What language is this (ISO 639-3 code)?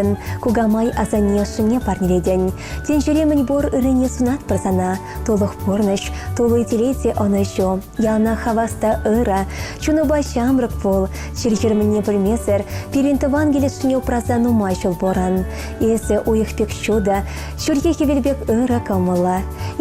chv